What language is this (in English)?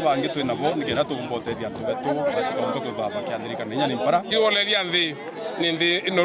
Meru